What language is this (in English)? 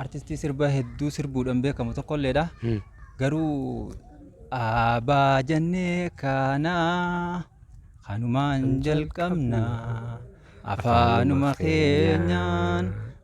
Oromo